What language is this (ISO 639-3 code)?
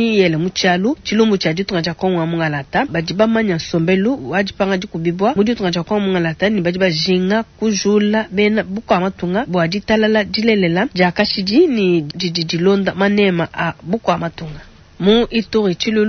lua